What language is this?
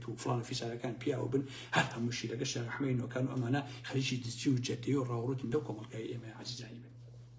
Central Kurdish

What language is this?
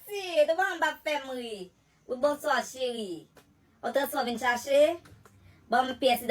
Haitian Creole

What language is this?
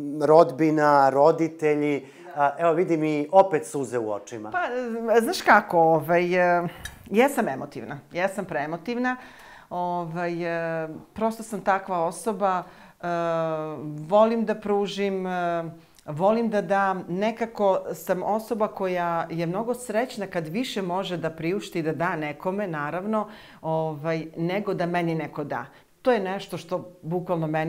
Serbian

